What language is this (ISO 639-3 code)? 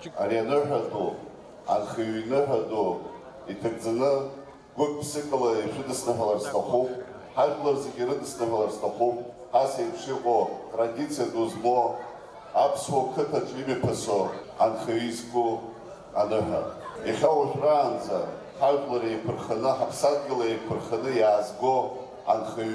abk